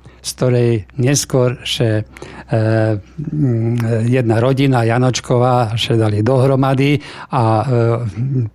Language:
Slovak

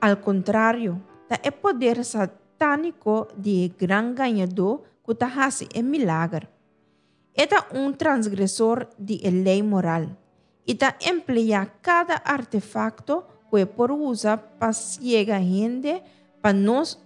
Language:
Papiamento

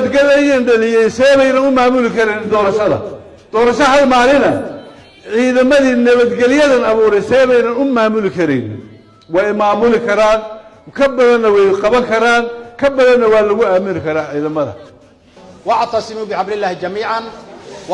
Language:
Somali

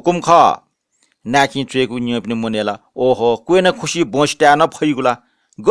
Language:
Newari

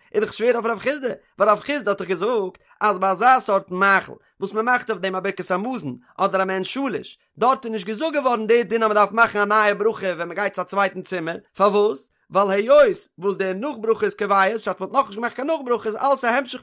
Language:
Yiddish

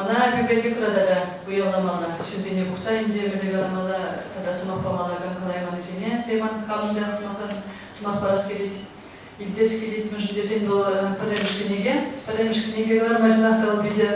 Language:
Chuvash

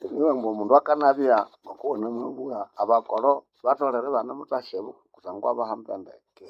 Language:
Nande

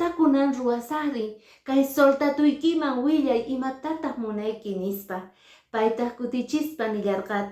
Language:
Quechua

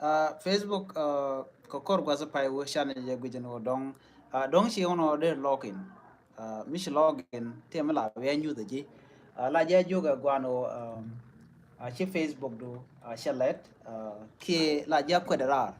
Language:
Nuer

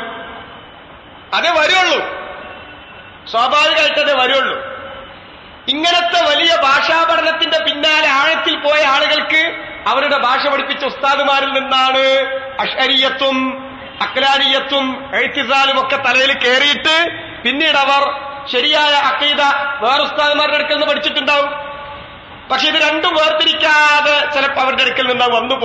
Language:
Malayalam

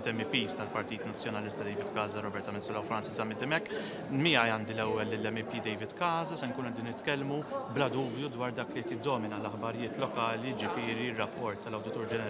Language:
Maltese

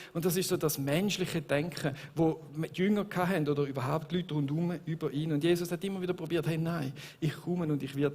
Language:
Swiss German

